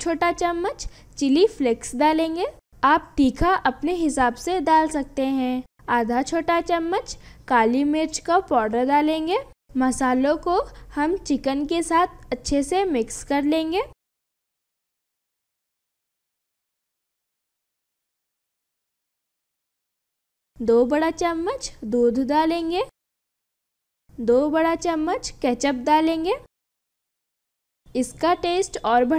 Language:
Hindi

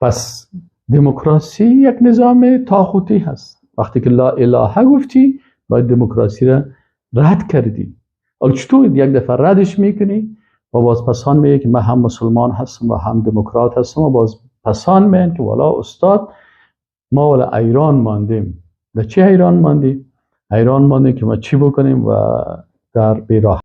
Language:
Persian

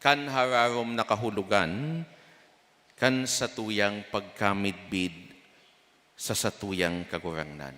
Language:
Bikol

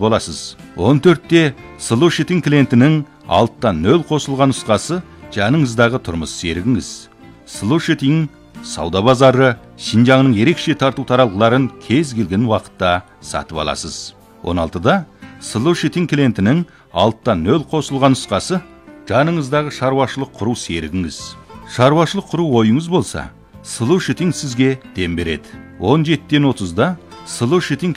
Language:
Kazakh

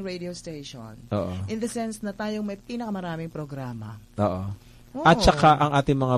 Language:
Filipino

